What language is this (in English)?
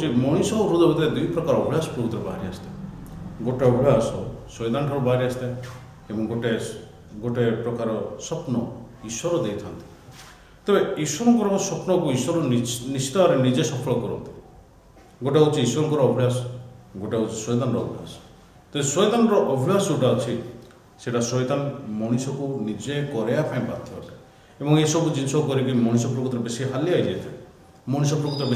Odia